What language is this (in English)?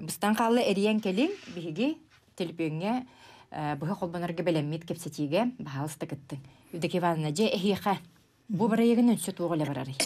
Yakut